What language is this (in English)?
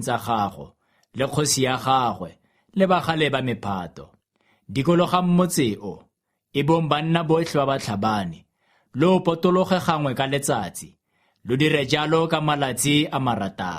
Tswana